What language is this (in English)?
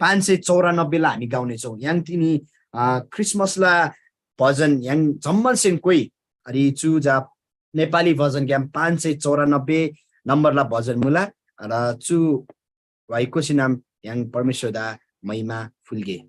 Eastern Tamang